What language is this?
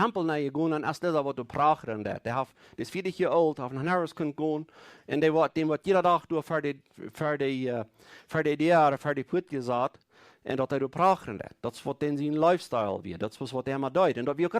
Plautdietsch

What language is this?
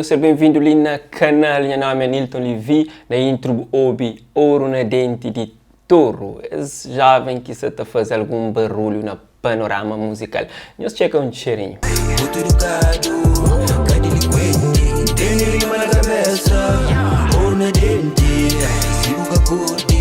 Kabuverdianu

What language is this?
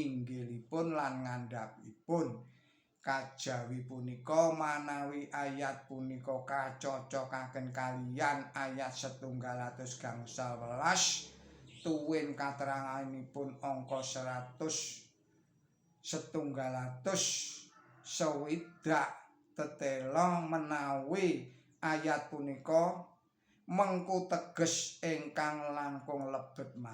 Javanese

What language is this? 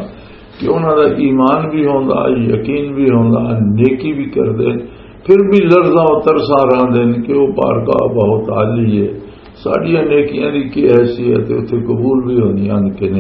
Western Panjabi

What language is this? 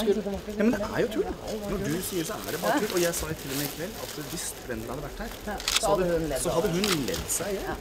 Norwegian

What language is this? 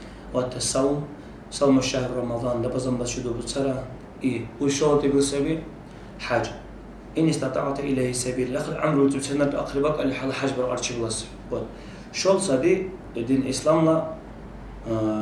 Dargwa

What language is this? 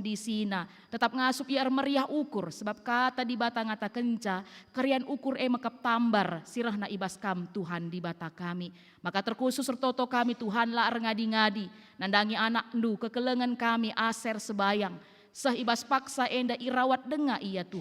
Batak Karo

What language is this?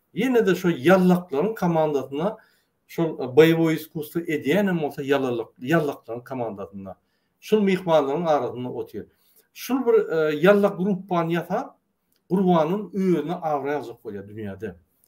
Turkmen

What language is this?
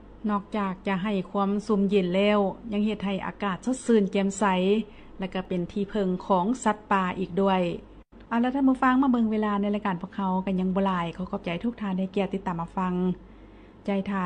Lao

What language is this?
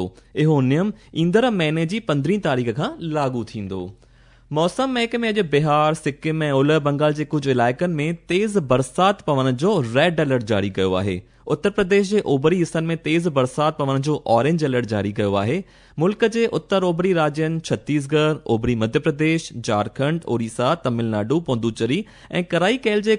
Sindhi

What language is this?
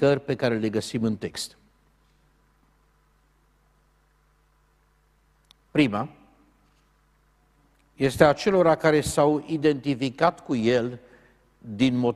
Romanian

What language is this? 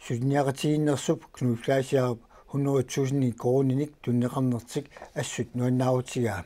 Kalaallisut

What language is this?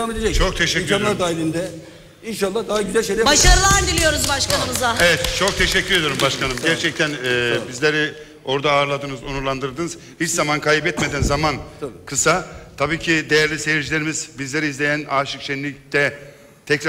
Turkish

